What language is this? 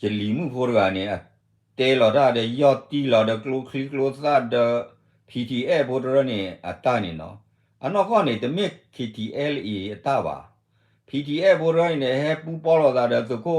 S'gaw Karen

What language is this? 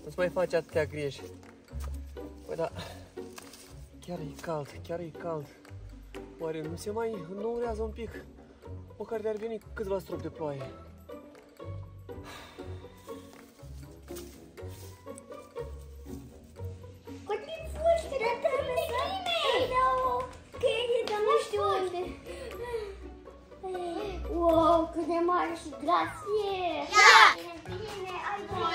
Romanian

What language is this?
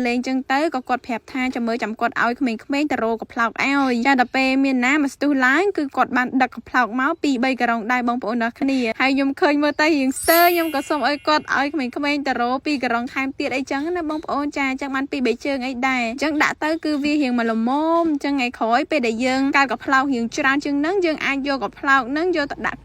Khmer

